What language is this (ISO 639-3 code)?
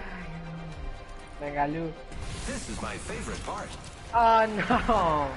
mfe